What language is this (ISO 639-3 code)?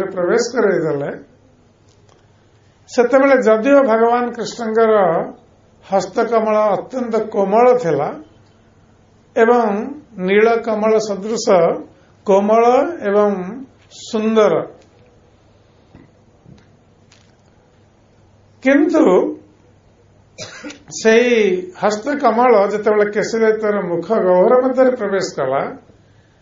ori